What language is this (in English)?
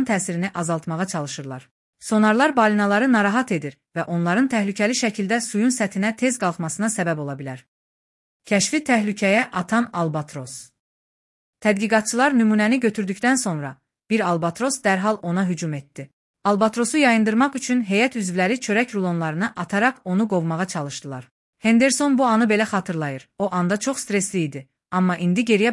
Azerbaijani